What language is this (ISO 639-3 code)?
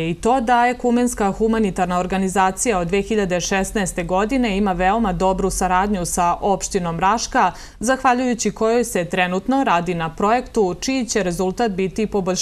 srp